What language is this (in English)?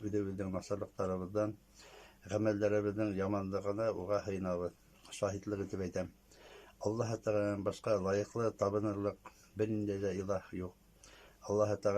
Bashkir